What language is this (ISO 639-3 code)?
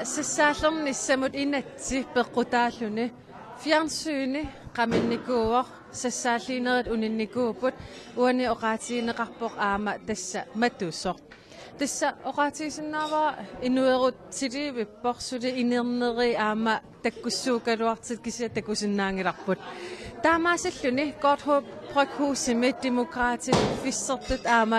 kal